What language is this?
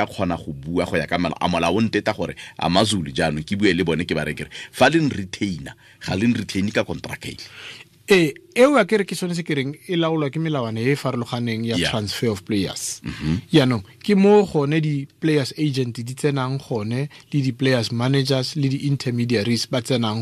Tswana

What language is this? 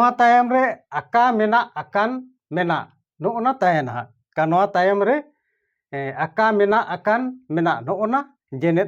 Santali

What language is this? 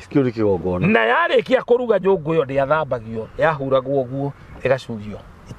Kikuyu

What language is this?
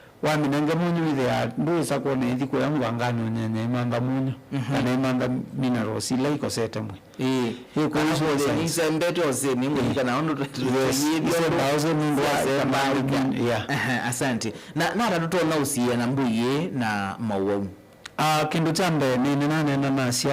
Kamba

